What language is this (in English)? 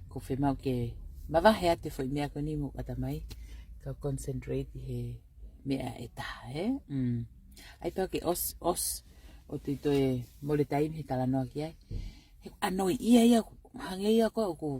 Tongan